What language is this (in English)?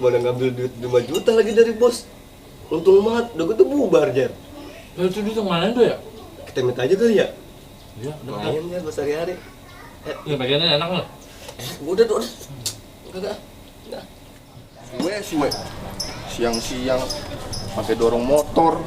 Betawi